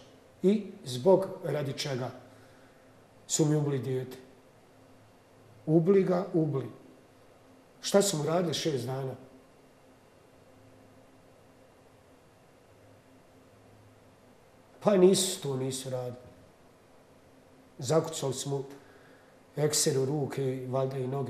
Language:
Bosnian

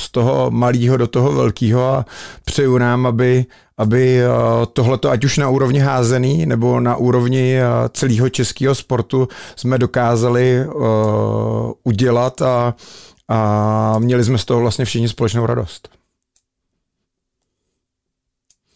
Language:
Czech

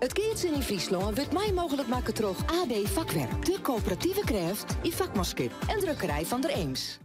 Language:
Western Frisian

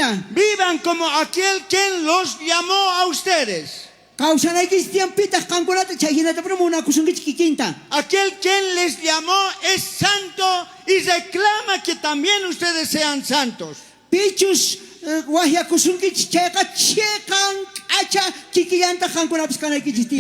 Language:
South Bolivian Quechua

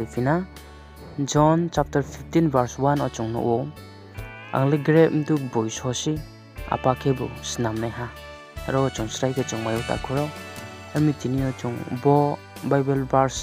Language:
Riang (India)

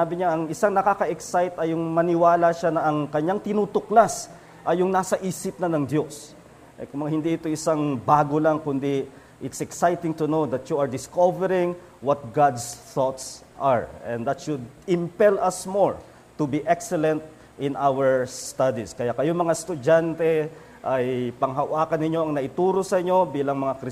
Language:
Filipino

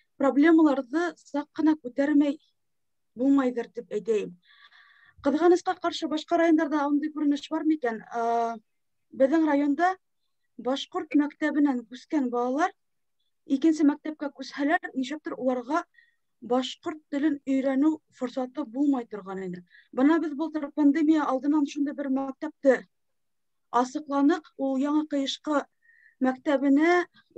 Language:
Bashkir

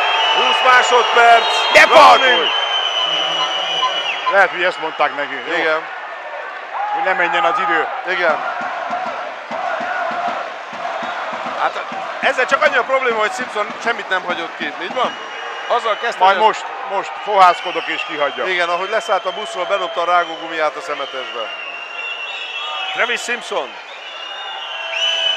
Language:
Hungarian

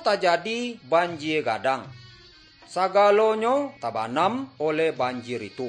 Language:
Minangkabau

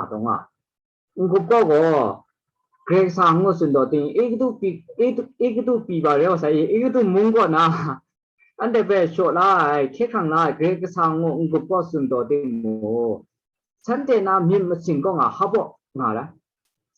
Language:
Kachin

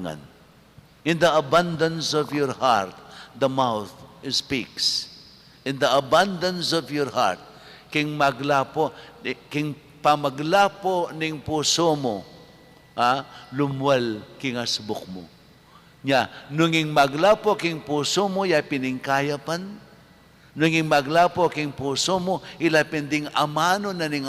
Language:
Pampanga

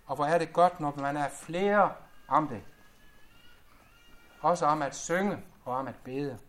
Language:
Danish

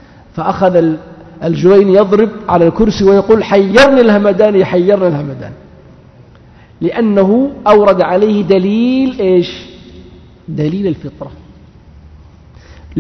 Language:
Arabic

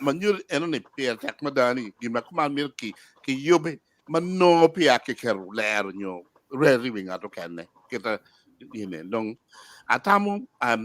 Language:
Acoli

